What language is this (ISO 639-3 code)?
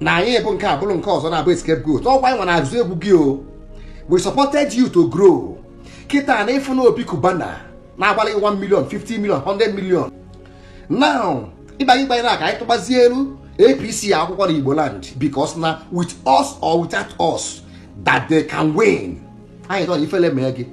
ibo